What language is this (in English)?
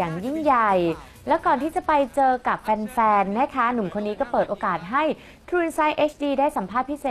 Thai